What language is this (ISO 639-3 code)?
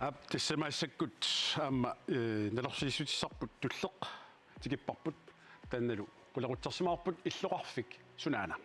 kal